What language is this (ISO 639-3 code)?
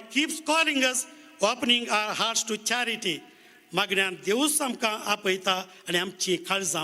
kok